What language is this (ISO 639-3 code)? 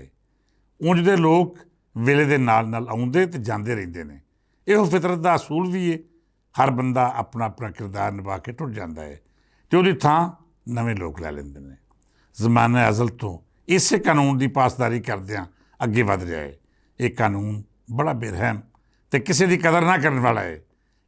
lah